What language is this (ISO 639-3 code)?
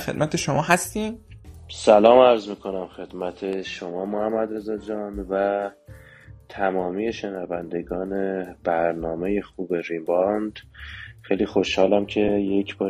fas